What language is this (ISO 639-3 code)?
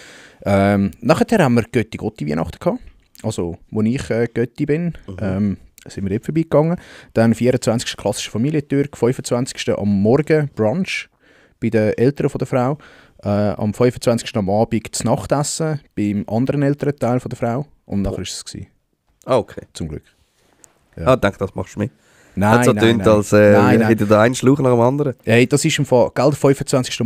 gsw